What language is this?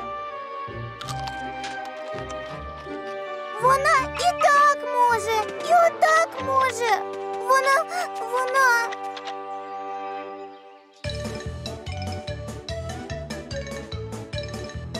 Ukrainian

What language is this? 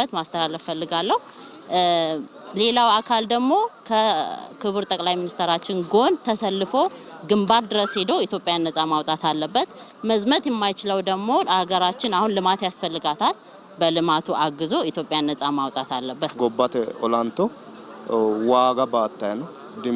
Sidamo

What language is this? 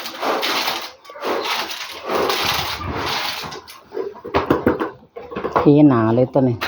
Lao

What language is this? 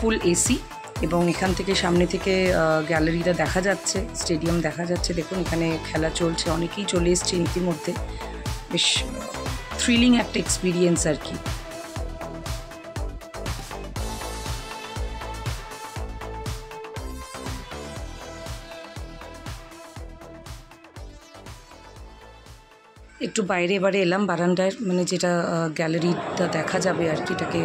Bangla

